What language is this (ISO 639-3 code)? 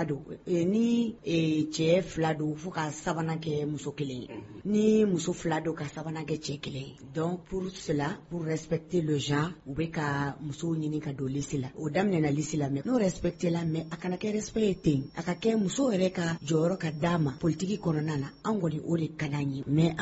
bam